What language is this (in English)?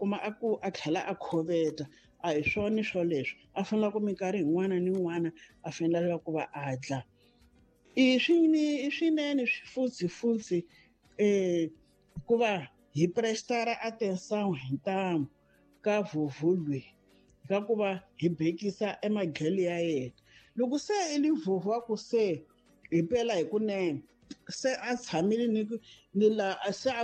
Tsonga